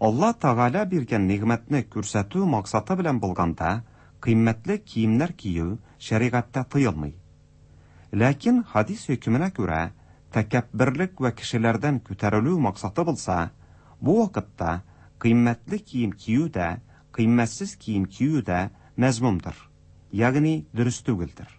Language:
Tatar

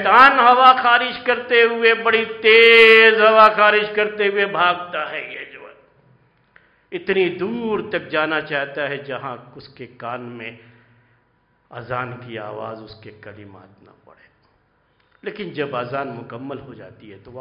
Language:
Urdu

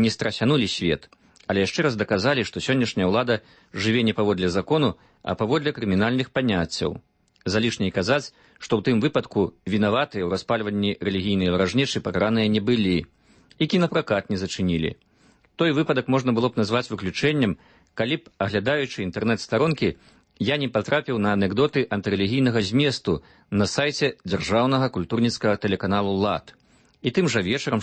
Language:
Belarusian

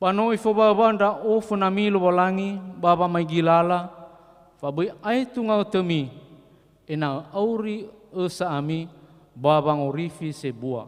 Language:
Nias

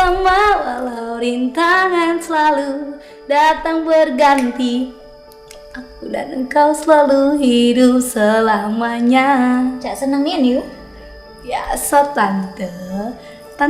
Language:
Musi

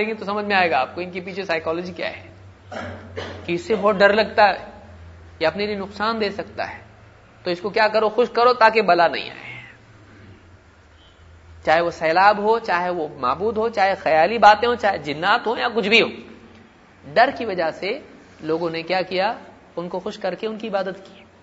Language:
Urdu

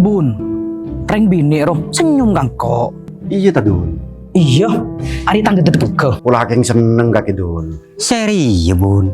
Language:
Madurese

